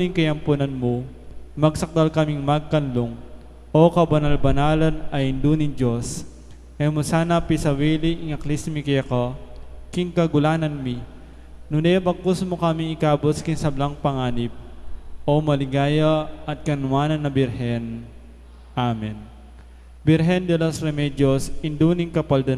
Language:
Pampanga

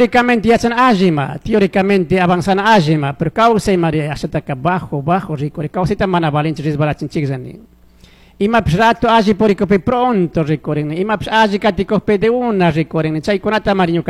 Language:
Chimborazo Highland Quichua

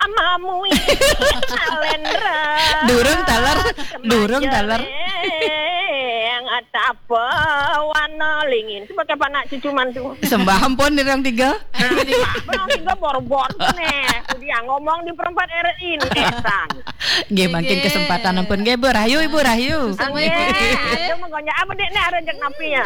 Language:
Balinese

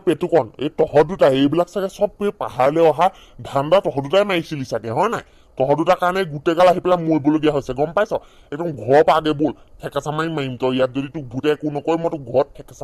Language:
Assamese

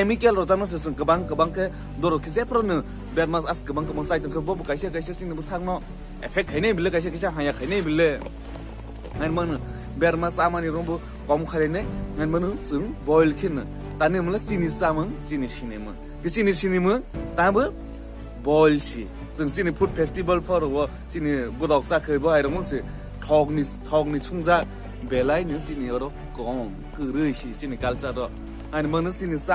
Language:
Kok Borok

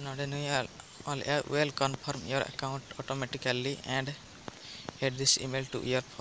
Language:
Santali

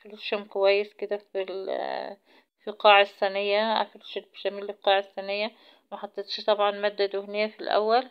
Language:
Egyptian Arabic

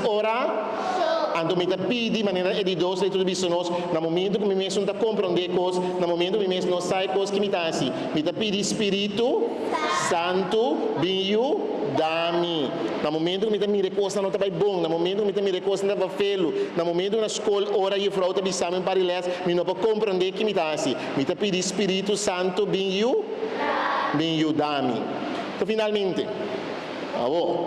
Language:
Papiamento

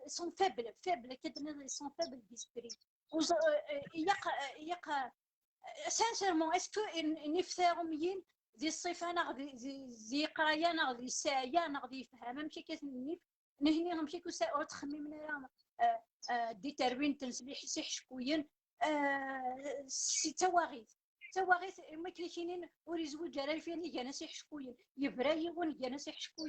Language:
Kabyle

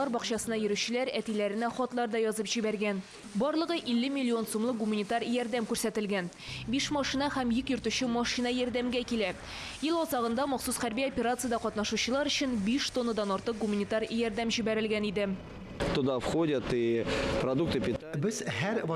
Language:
Tatar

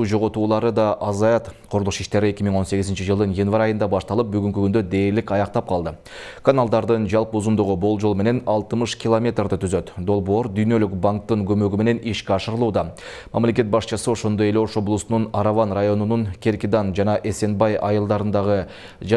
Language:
Kyrgyz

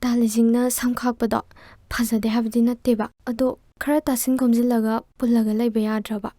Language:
Manipuri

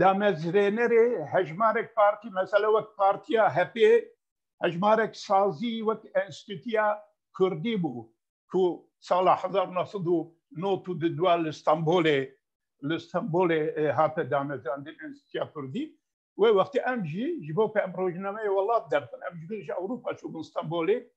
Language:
Kurdish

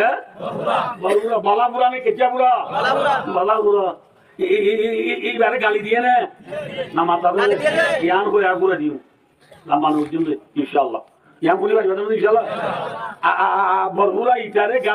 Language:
Rohingya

